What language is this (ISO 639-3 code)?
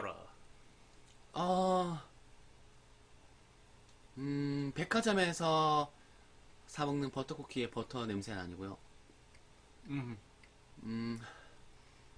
kor